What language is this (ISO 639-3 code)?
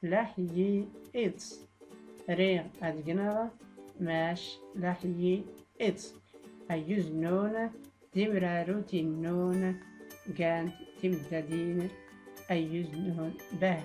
shi